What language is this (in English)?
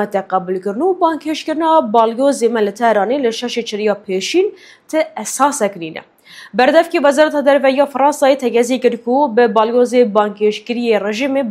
Kurdish